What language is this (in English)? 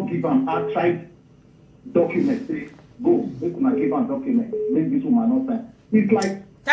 Nigerian Pidgin